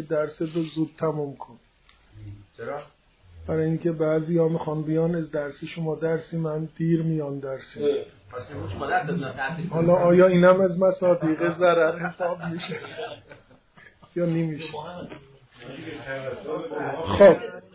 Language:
Persian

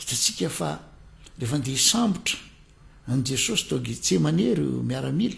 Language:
Malagasy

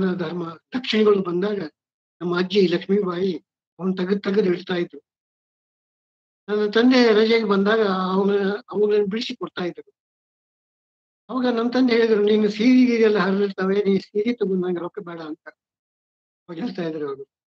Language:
Kannada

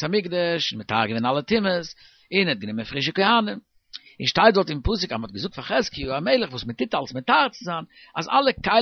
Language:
Yiddish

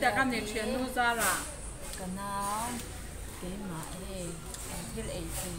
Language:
Mizo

